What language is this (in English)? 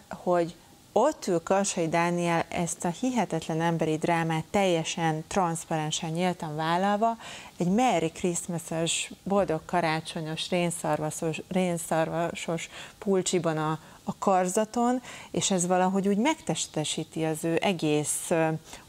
Hungarian